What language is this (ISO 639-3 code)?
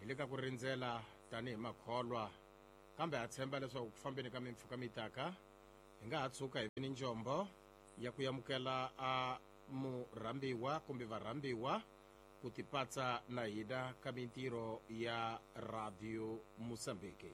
tso